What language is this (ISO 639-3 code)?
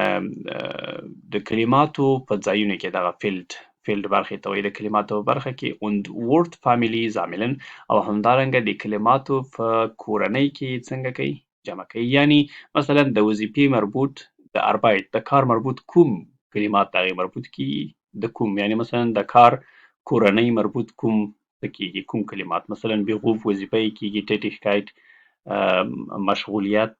pus